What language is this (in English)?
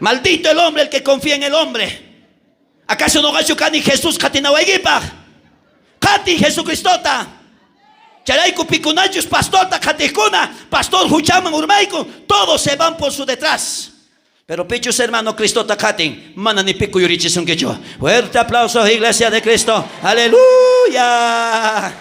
South Bolivian Quechua